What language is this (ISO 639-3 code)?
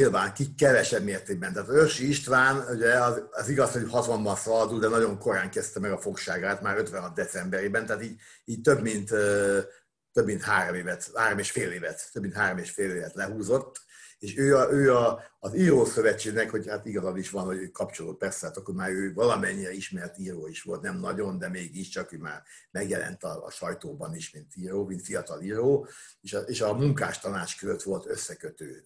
hun